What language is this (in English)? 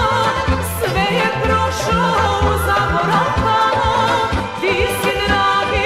Serbian